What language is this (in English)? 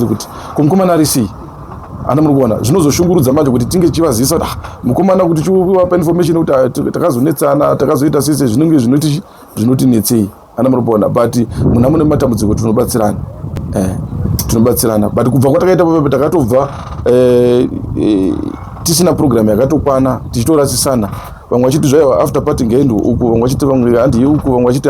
Shona